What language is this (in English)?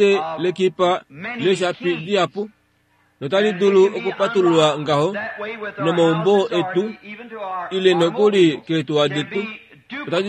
Kuanyama